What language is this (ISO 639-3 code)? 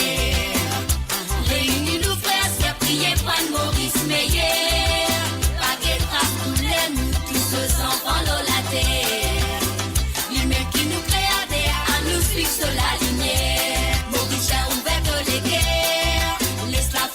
mfe